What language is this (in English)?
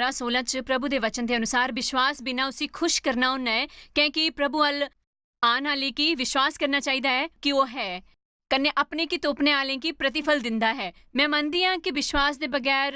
Dogri